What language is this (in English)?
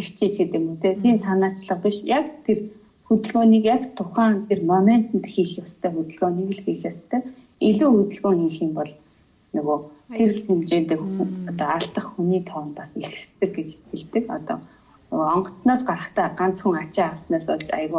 Mongolian